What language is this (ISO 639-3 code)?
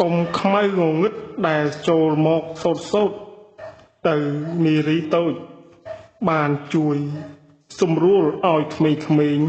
khm